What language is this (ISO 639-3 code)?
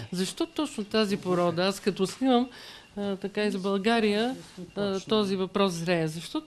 bul